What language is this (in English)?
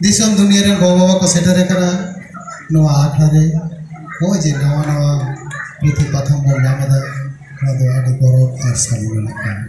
Santali